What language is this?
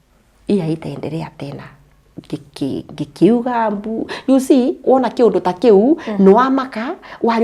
Kikuyu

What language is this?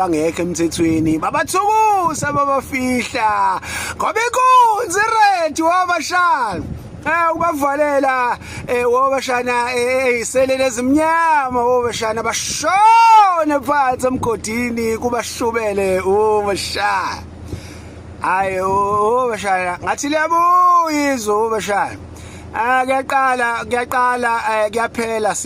Zulu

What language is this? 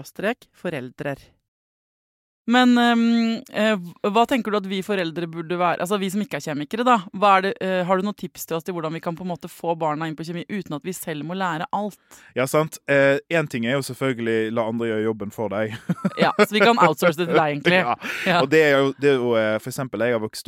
Norwegian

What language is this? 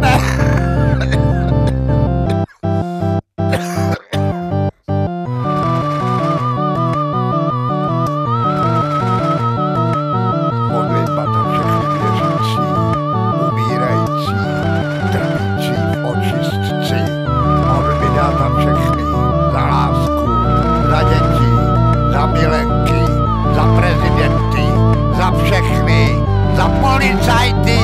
Czech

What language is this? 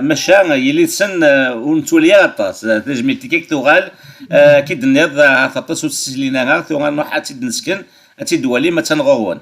Kabyle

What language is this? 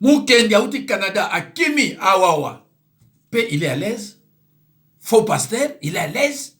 Lingala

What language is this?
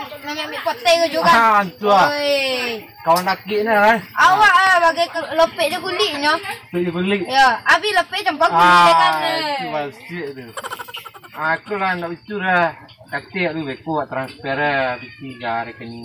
Minangkabau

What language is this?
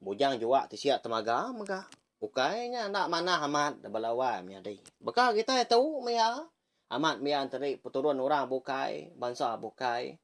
Iban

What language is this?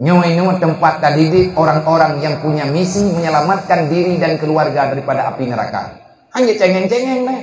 Achinese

